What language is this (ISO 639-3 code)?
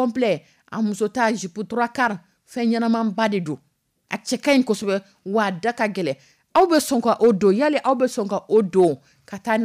dyu